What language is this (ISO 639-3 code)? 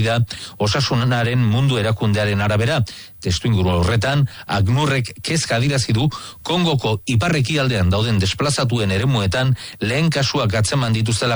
eus